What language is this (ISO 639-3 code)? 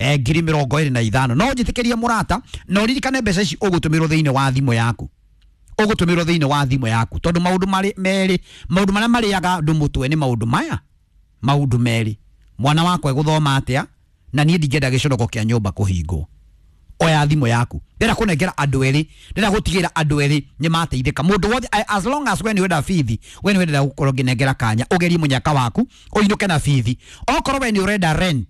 kik